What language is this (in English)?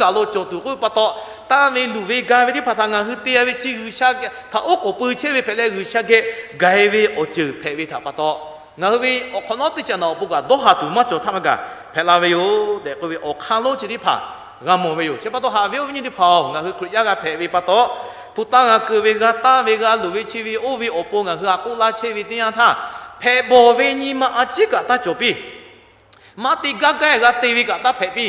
Lahu